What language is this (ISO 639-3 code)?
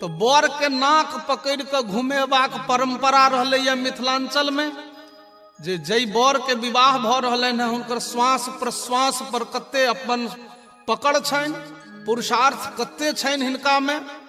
mai